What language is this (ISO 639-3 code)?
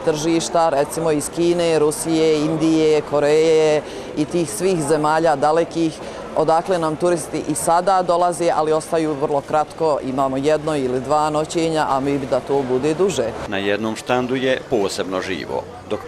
bos